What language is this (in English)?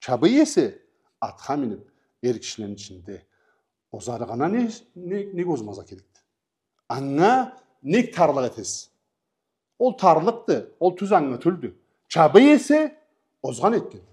Karachay-Balkar